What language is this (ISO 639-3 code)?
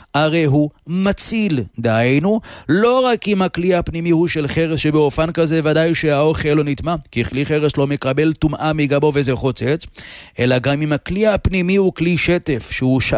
heb